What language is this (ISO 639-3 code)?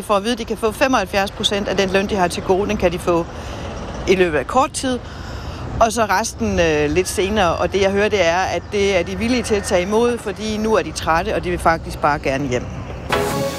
dan